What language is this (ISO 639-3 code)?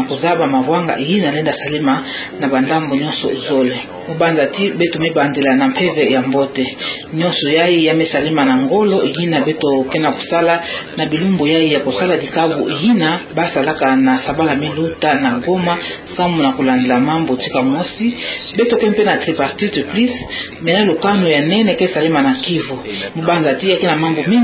ktu